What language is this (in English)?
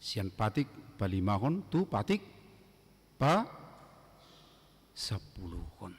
Batak Toba